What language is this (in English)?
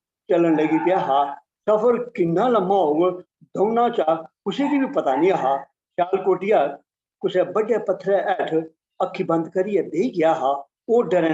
Dogri